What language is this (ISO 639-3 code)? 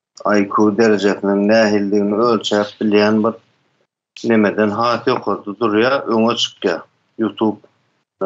tuk